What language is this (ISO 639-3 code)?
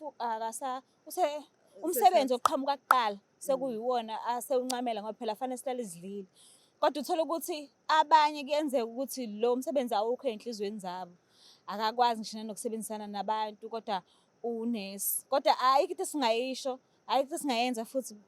zul